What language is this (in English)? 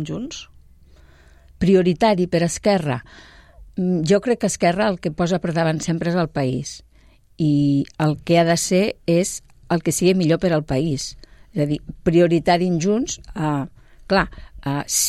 Catalan